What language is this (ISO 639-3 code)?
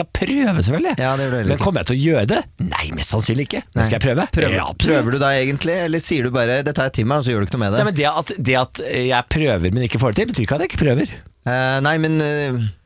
nor